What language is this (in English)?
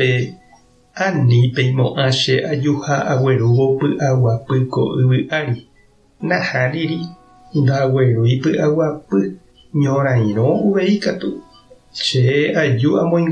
Guarani